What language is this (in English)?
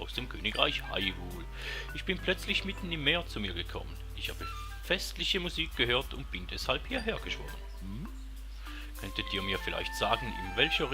Swiss German